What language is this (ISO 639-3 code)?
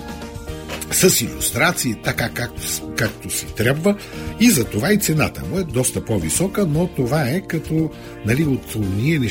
bul